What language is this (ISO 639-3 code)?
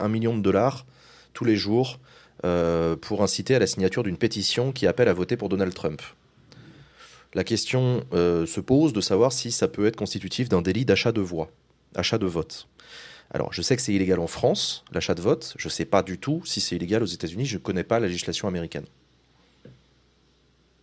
fra